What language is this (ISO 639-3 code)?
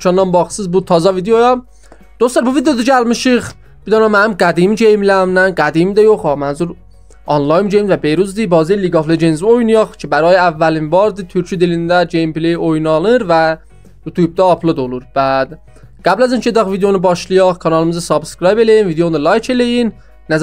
azb